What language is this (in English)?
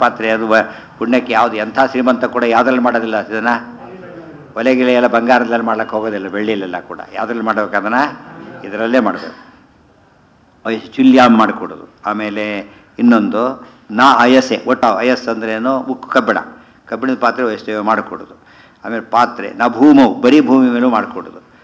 Kannada